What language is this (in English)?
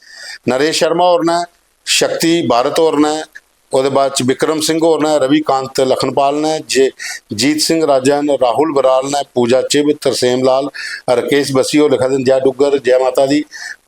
Dogri